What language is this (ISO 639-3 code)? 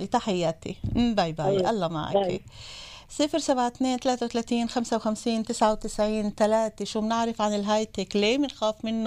apc